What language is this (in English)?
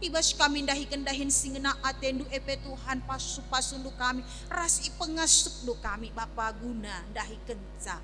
Batak Karo